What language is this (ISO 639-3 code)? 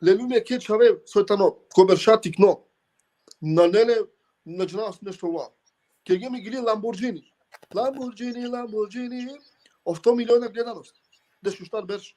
rmn